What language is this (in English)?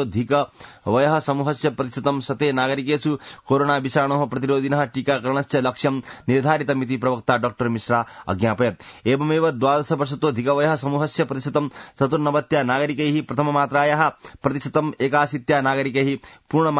Sanskrit